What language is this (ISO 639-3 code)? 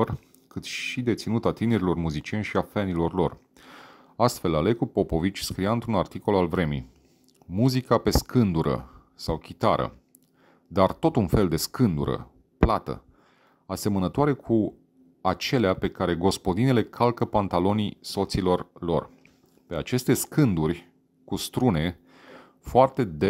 ron